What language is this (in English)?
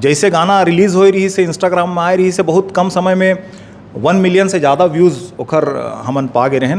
Chhattisgarhi